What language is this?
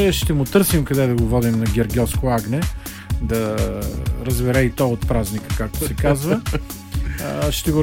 Bulgarian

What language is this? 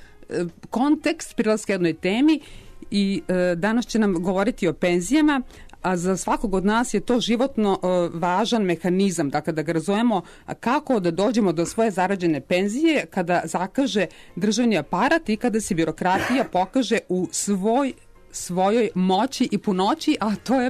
Serbian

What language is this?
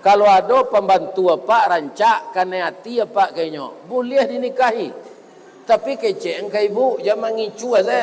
Minangkabau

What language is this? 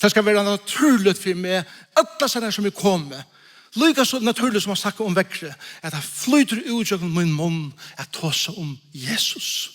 Faroese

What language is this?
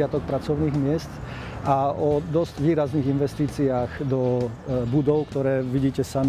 Slovak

